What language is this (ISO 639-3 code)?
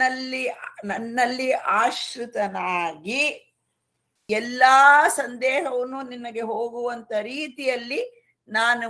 kan